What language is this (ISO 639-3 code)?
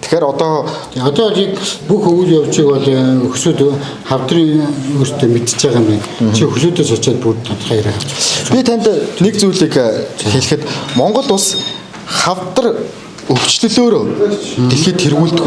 mon